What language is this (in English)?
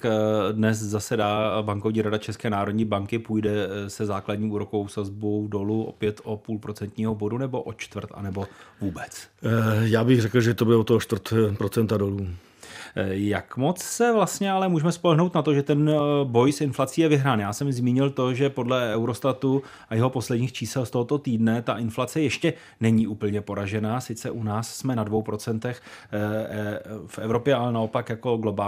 Czech